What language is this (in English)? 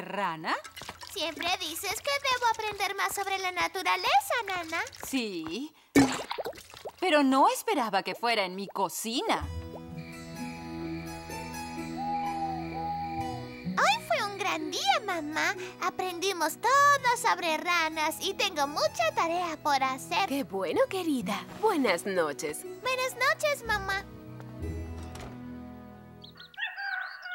Spanish